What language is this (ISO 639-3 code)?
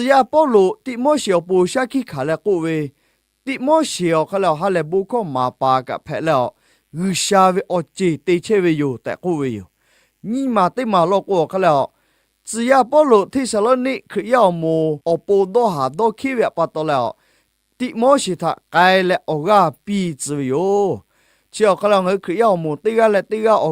lhu